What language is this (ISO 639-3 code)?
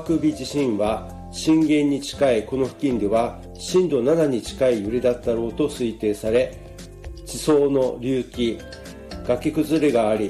jpn